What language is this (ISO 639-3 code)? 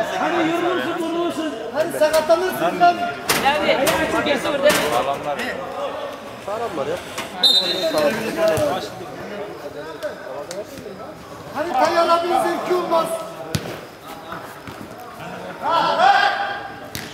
tur